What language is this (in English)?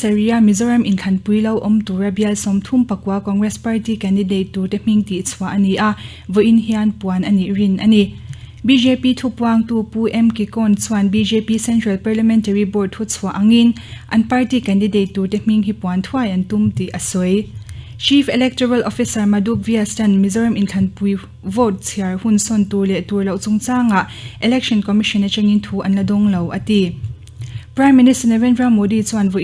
Mizo